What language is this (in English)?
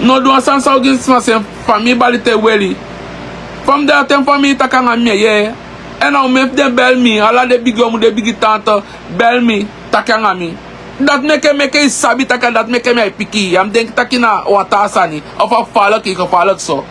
Sranan Tongo